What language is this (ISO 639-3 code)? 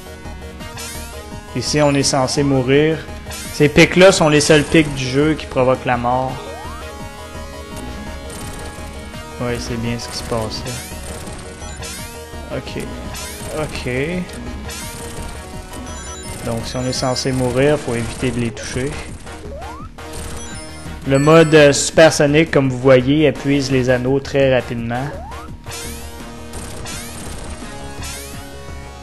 fra